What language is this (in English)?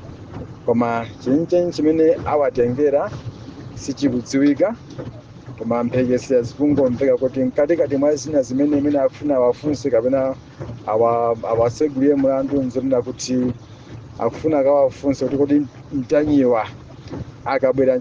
Nyanja